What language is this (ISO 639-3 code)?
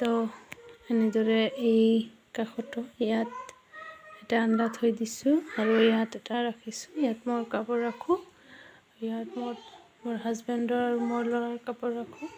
asm